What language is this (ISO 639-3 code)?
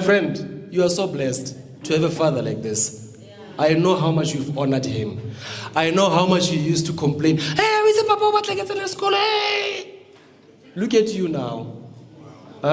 nso